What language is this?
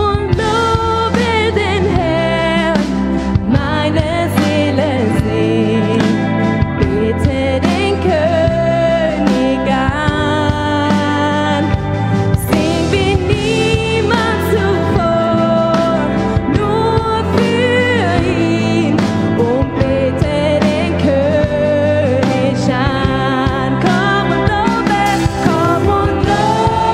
Swiss German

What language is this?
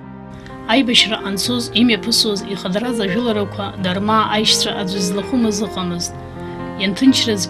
Abkhazian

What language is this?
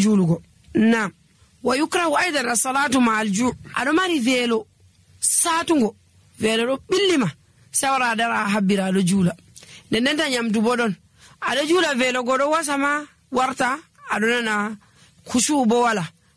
Nigerian Fulfulde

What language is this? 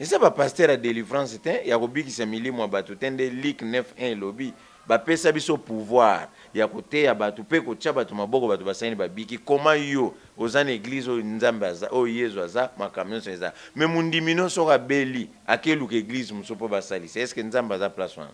Lingala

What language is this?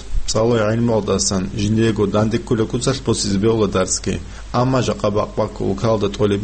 Avaric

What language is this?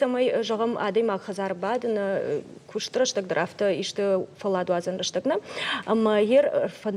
Ossetic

